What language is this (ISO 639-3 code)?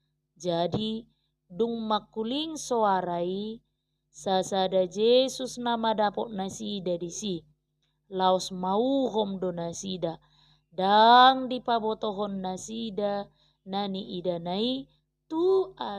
bbc